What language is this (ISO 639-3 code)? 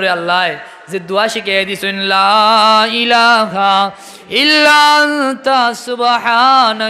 syl